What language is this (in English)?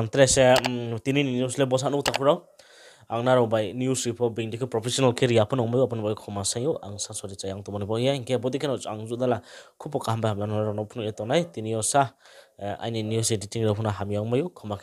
Riang (India)